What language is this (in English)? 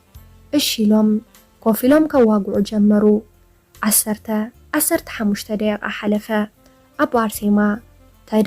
Tigrinya